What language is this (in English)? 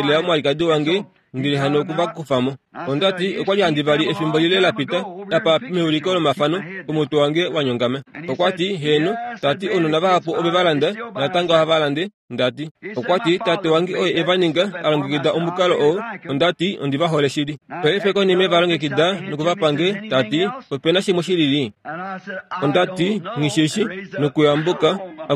Kuanyama